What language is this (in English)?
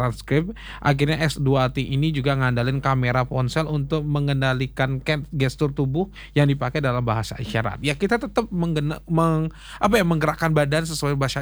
Indonesian